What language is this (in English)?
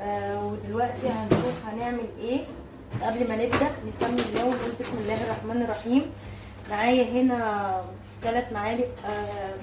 Egyptian Arabic